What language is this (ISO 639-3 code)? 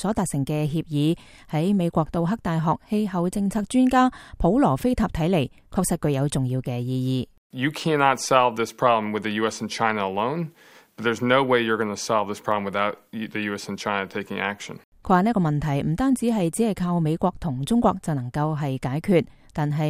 yue